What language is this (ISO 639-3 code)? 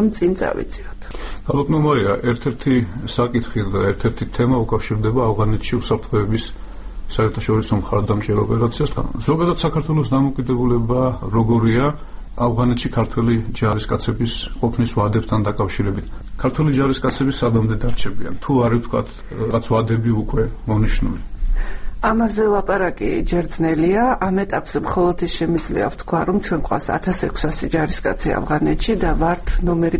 kat